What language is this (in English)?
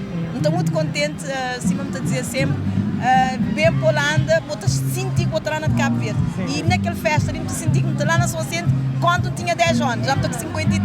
Kabuverdianu